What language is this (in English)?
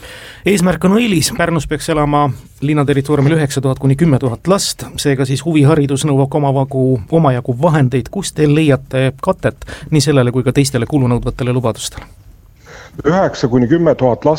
Estonian